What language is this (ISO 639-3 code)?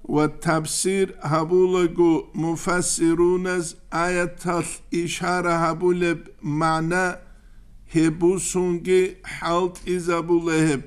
ava